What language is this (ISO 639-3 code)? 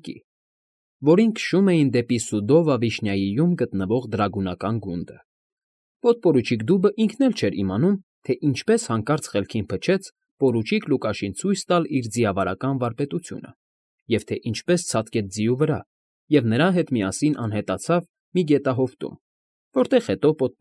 hye